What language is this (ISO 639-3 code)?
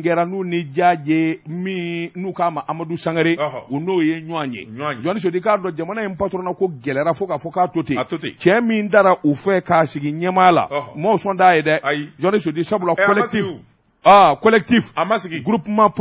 bam